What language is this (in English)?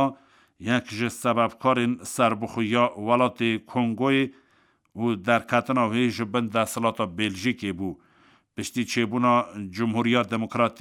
Kurdish